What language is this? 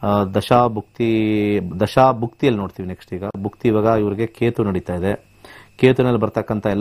Kannada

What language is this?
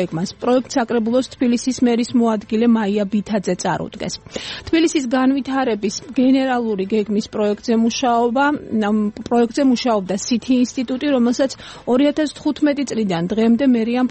Georgian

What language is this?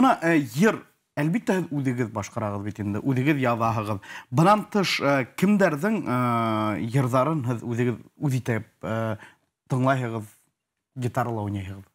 Bashkir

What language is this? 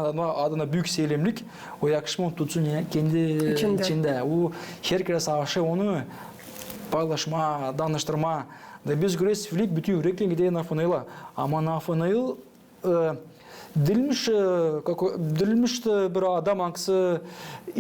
Gagauz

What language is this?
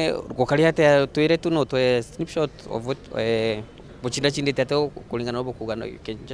Meru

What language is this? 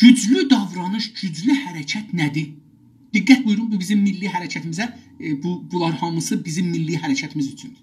South Azerbaijani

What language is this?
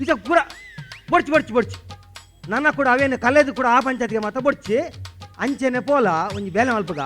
Tulu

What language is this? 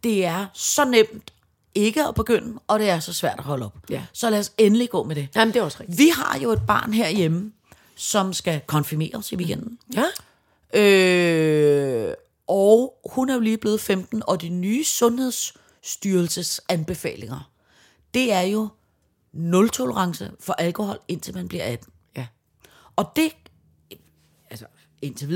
Danish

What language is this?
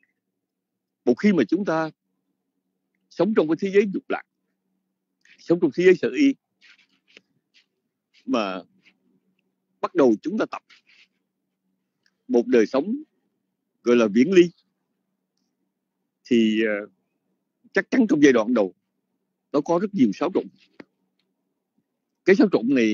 Vietnamese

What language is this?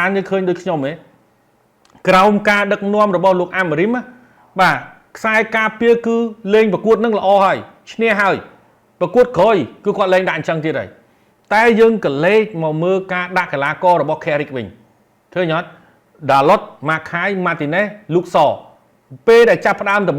Khmer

